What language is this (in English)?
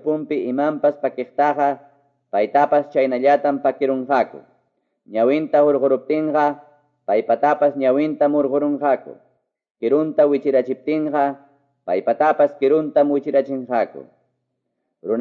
Quechua